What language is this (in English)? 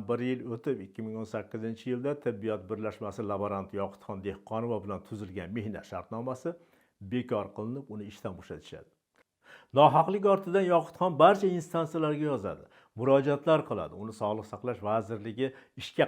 Uzbek